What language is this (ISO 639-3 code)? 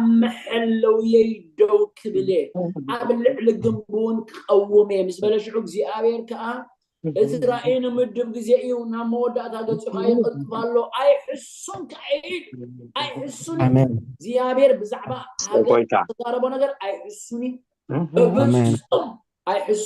tir